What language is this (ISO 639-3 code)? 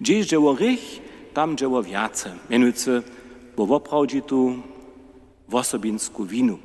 hsb